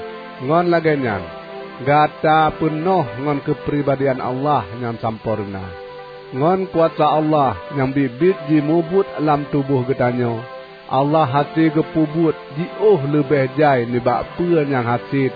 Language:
Achinese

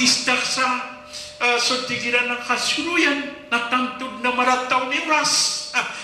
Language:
Maranao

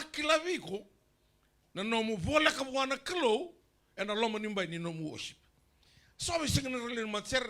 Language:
Fijian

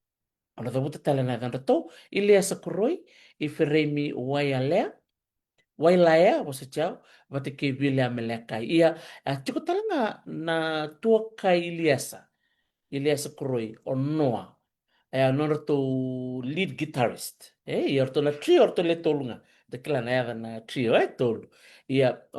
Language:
Fijian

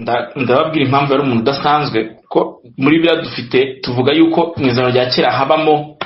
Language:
Kinyarwanda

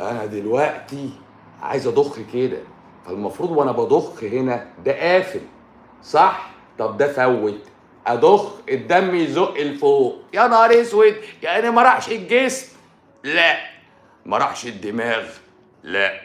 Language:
Egyptian Arabic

